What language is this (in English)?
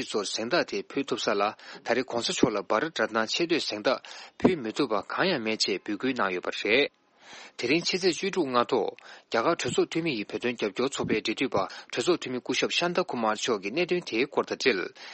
Tibetan